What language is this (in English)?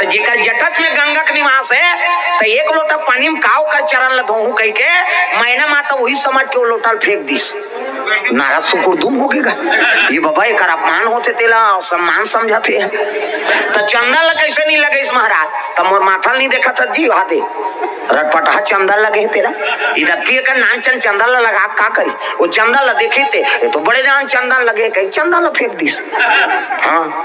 Chhattisgarhi